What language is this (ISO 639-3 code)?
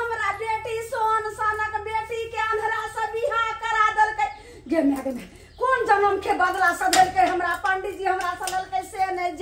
mai